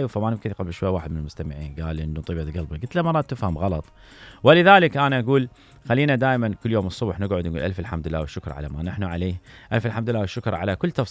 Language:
Mesopotamian Arabic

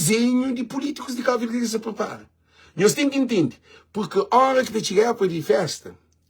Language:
Kabuverdianu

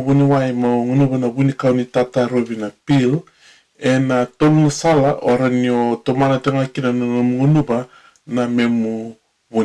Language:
Fijian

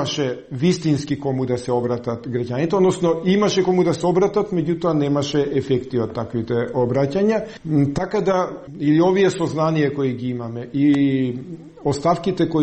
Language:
Macedonian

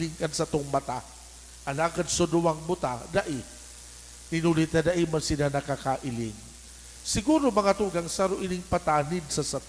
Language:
Bikol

